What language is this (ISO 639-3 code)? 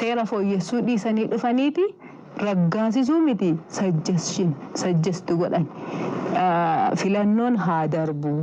orm